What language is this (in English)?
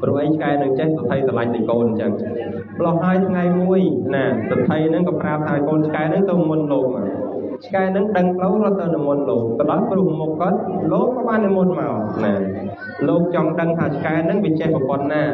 Khmer